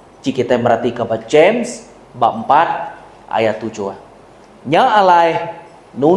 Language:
Iban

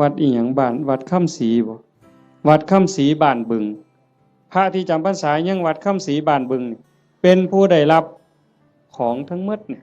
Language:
Northeastern Thai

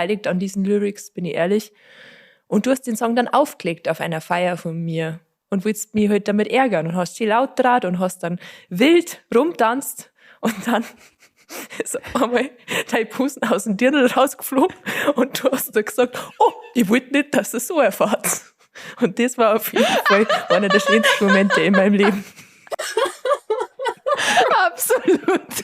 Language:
Bavarian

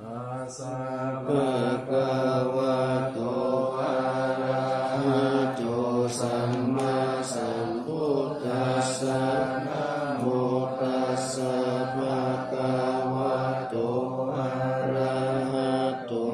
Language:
Pali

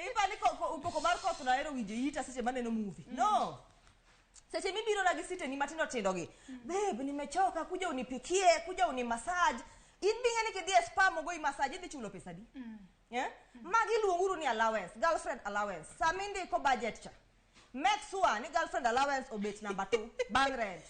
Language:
Luo (Kenya and Tanzania)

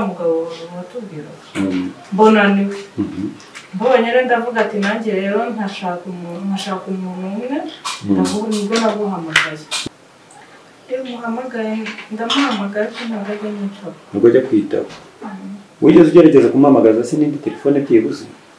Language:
Kinyarwanda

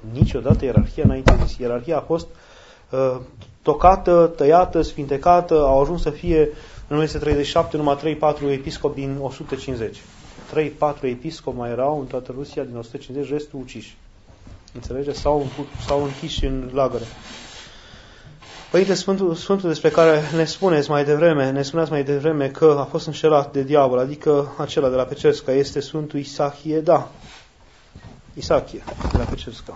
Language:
Romanian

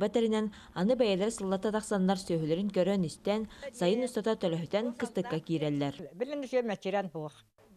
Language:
Yakut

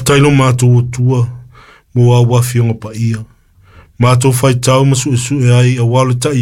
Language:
Samoan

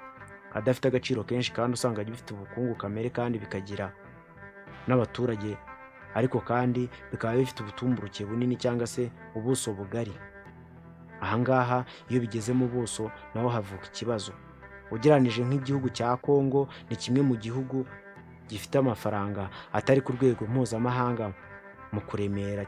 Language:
Kinyarwanda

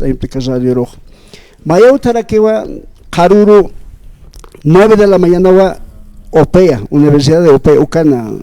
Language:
Aymara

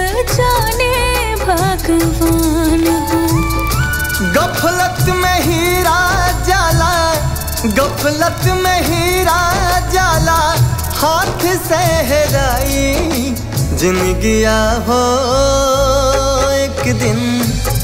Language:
Bhojpuri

